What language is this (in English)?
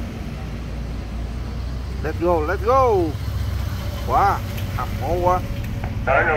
Vietnamese